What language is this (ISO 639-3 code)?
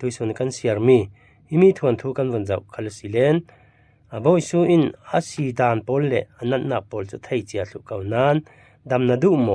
cfm